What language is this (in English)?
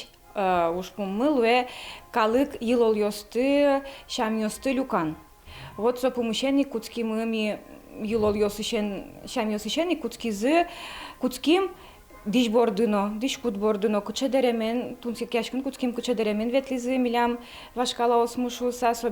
Udmurt